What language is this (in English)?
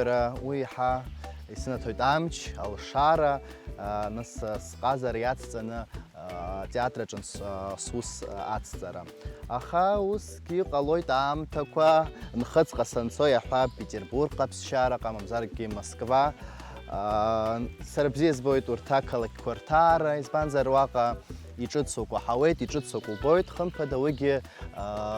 Abkhazian